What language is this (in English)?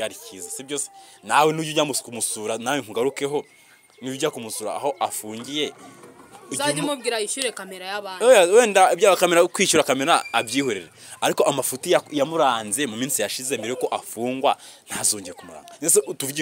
Kinyarwanda